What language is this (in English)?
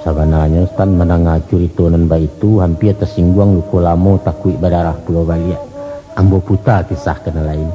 Minangkabau